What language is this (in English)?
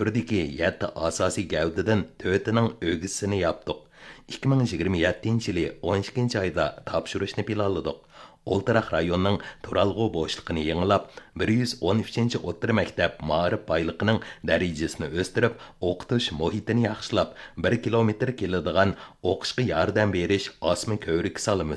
Uyghur